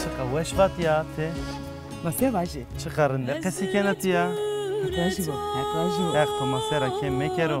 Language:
Zaza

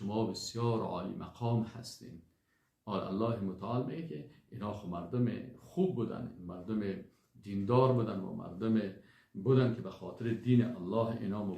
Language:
Persian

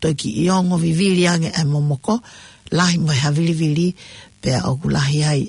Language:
Tongan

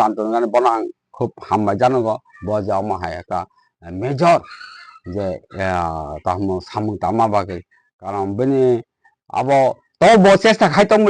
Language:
Kok Borok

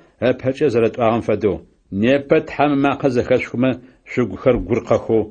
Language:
Adyghe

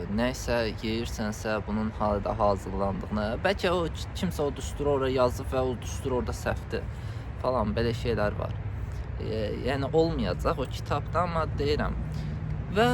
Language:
Azerbaijani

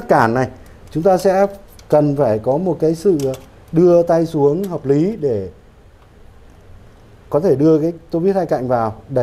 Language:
Vietnamese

